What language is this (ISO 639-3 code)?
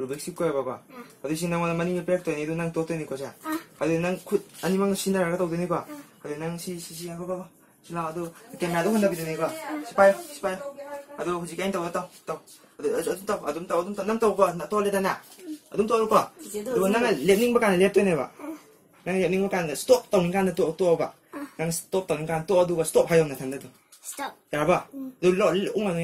mni